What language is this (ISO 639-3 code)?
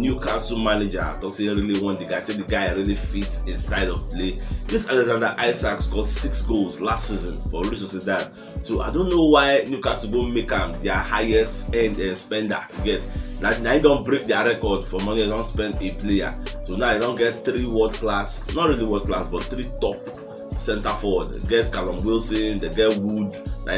pcm